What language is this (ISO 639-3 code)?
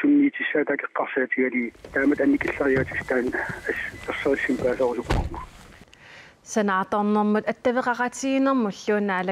kal